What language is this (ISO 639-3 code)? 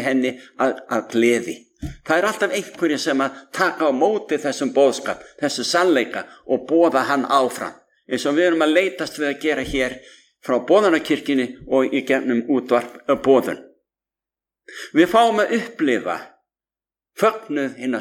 isl